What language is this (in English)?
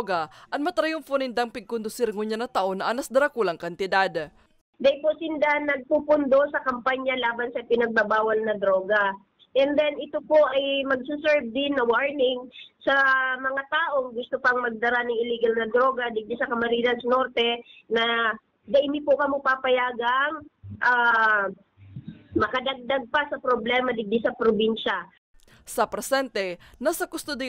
Bikol